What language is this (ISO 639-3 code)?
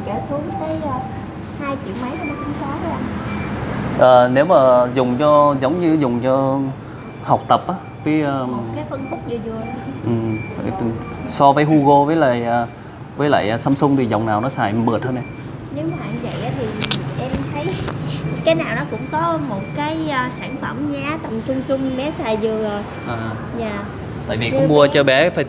vie